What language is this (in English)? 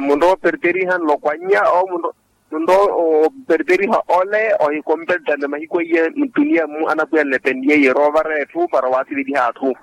Makhuwa